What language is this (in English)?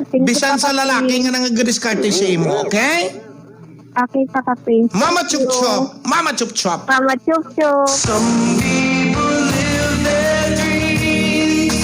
Hiligaynon